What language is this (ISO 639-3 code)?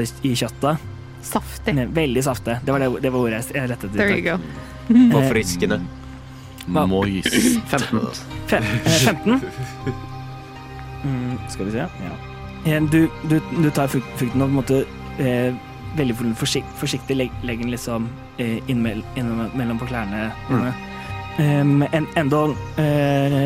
nor